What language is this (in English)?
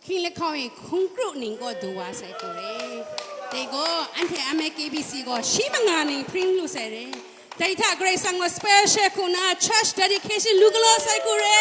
Kachin